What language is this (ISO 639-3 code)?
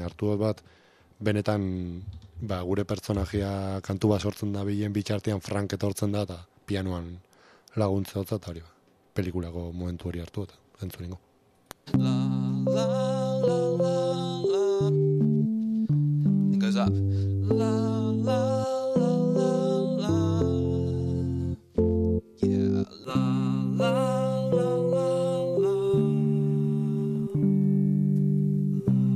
eus